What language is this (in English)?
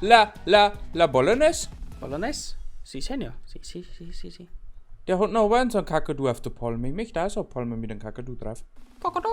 Bavarian